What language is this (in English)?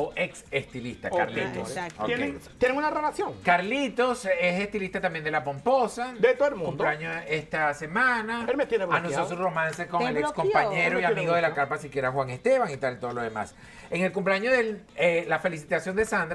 Spanish